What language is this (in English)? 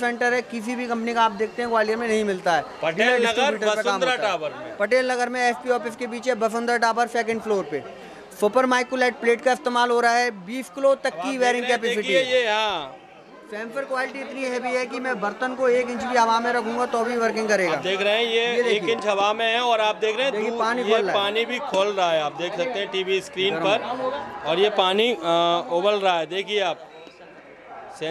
Hindi